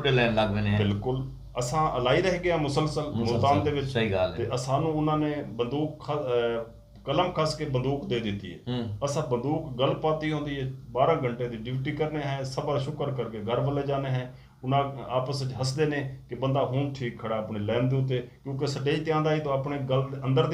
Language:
Saraiki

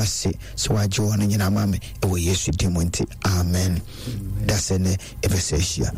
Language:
Akan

